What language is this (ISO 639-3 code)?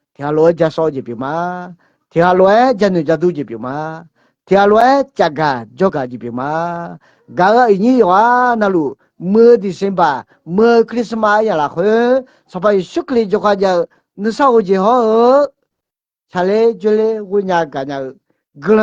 ahk